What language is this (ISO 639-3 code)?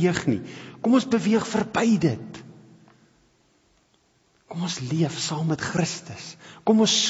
afr